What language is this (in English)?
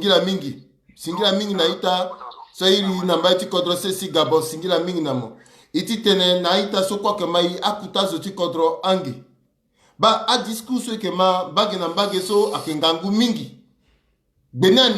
Sango